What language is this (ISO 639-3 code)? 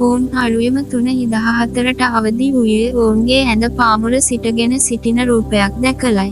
sin